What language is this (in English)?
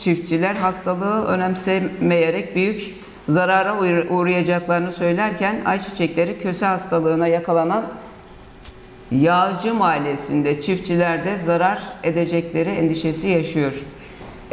Turkish